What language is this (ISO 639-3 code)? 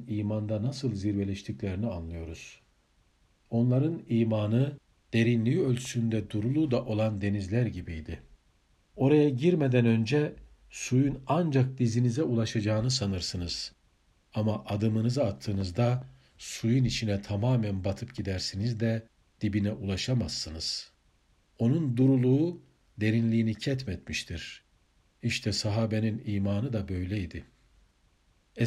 tur